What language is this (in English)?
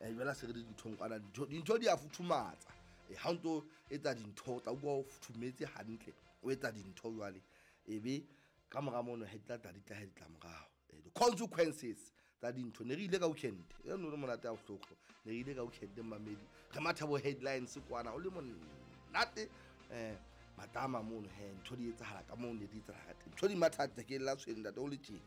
Southern Sotho